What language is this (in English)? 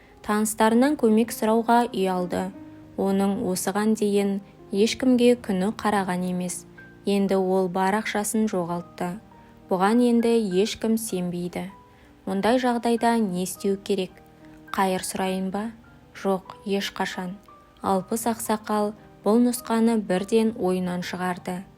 Kazakh